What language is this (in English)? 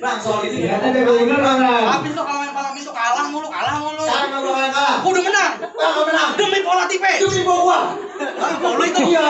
Betawi